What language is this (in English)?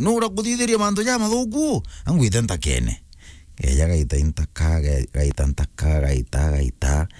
Meru